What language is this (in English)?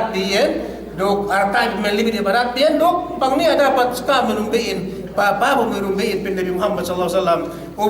Yakan